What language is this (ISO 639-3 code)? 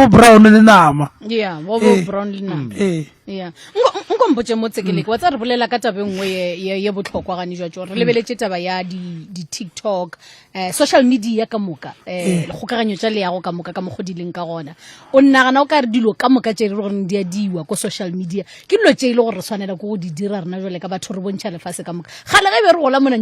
nso